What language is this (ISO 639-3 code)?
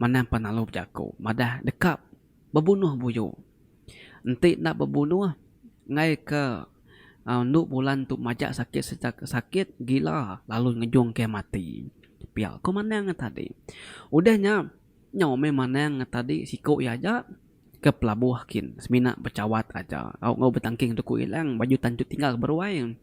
iba